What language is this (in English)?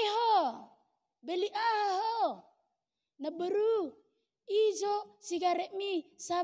Batak Toba